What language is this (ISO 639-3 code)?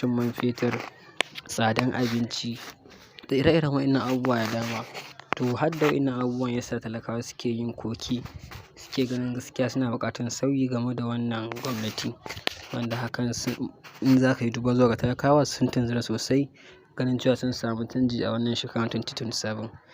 hau